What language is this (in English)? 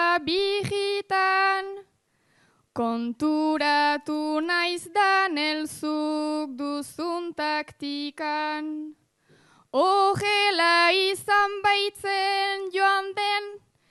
Basque